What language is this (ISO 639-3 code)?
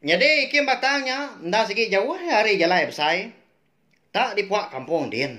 iba